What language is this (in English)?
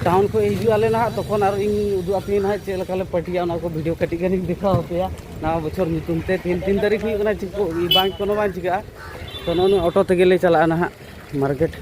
Santali